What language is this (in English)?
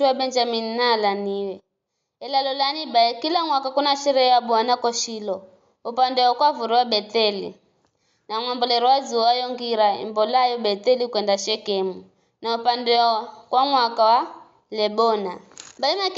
Giryama